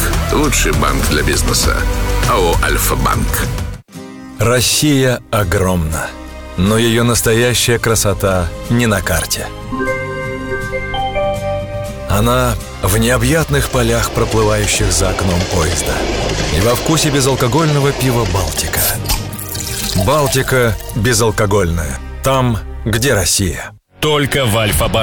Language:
Russian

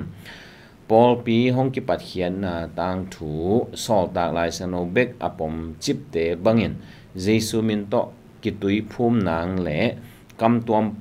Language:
Tedim Chin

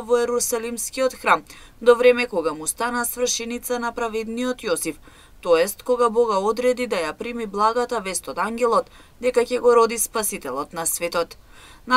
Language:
Macedonian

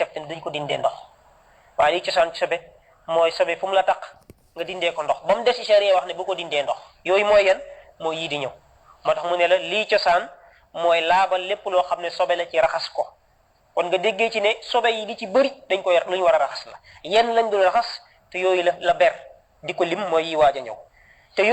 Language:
Wolof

